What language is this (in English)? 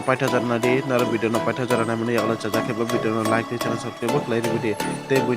Kok Borok